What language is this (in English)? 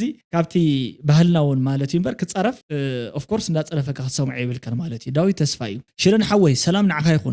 Tigrinya